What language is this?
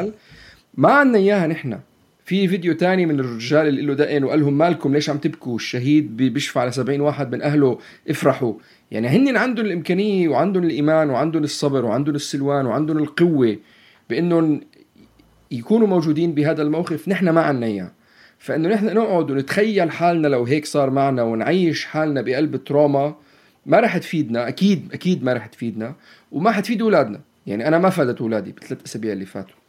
North Levantine Arabic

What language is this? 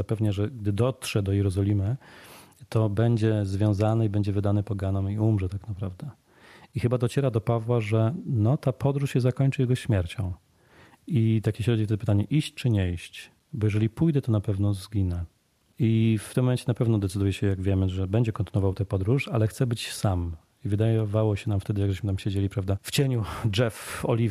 Polish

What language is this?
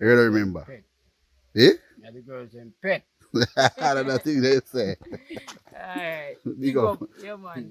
Jamaican Creole English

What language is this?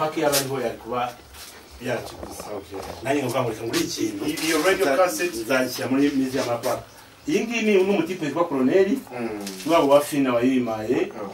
Kinyarwanda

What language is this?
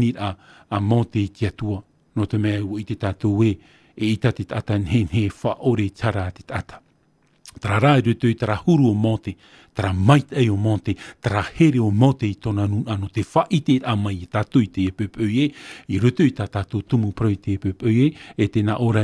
Tahitian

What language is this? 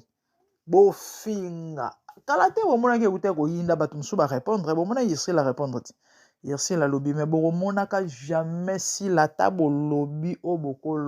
Lingala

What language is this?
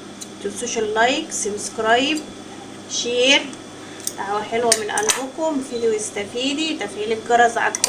Egyptian Arabic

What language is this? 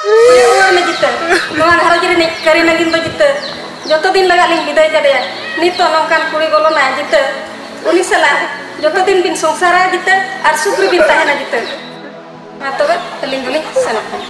Santali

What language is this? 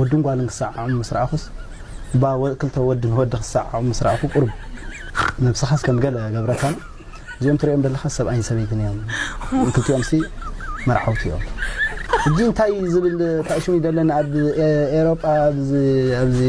Tigrinya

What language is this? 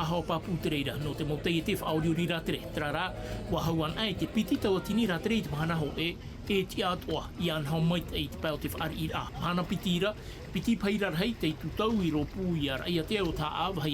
Tahitian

